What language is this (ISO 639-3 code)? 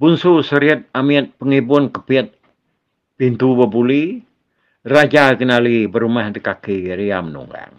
iba